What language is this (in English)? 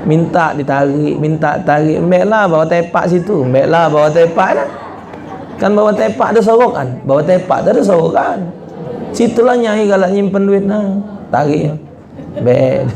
Musi